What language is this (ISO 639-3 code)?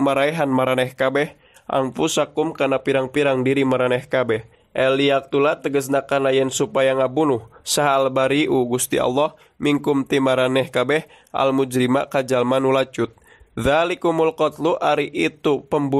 sun